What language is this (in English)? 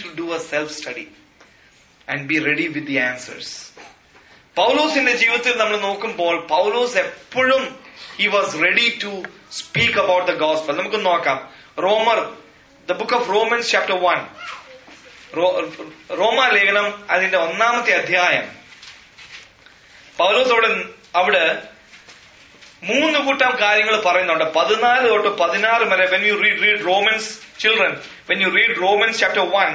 Malayalam